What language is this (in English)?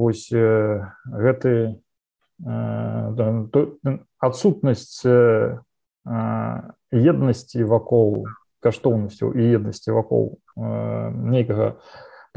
Belarusian